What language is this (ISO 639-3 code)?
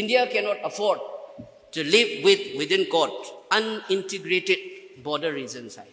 mni